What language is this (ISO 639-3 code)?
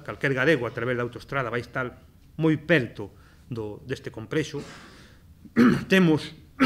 glg